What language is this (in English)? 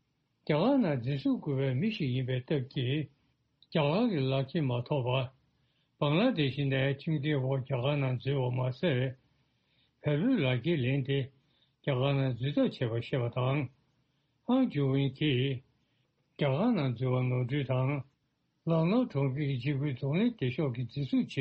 Tibetan